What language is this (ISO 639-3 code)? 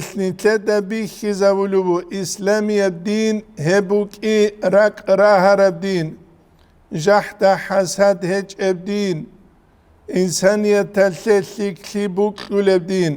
ava